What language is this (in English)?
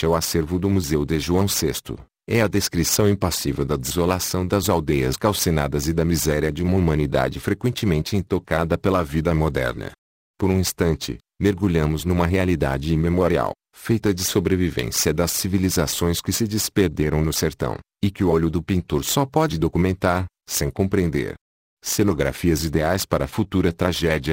Portuguese